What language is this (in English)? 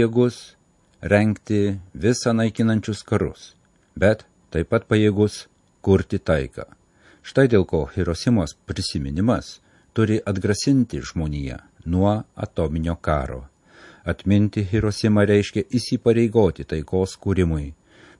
Lithuanian